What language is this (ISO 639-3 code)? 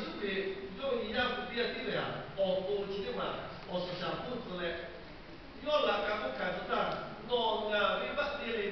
lhu